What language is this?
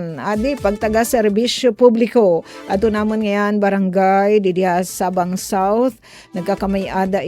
Waray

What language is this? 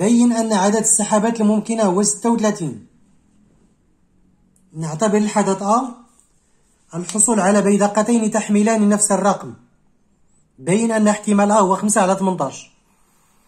Moroccan Arabic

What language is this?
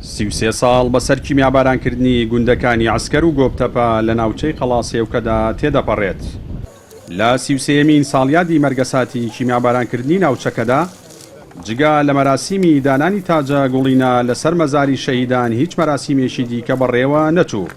Central Kurdish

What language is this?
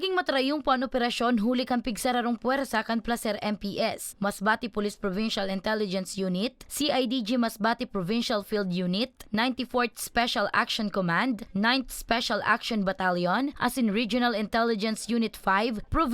Bikol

